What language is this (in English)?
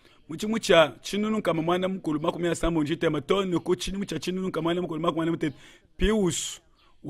Luba-Lulua